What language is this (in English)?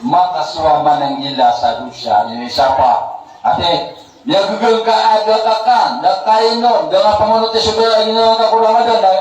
Maranao